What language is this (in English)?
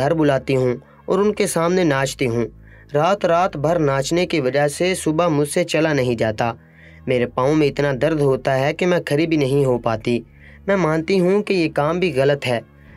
Urdu